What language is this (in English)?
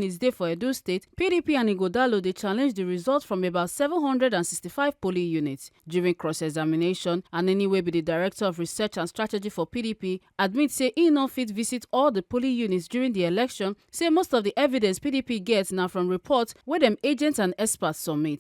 Nigerian Pidgin